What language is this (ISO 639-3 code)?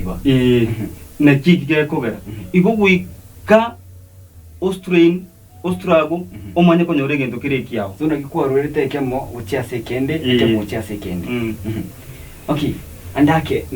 guz